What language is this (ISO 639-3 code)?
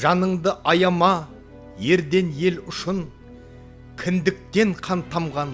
kaa